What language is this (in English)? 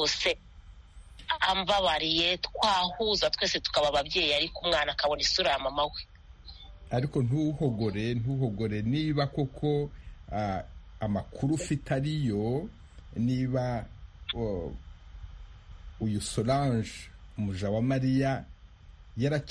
Kinyarwanda